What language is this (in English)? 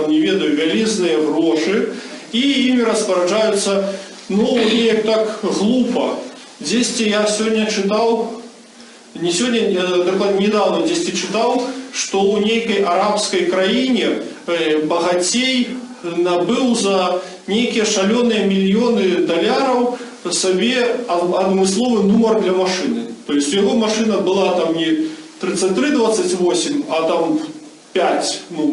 Belarusian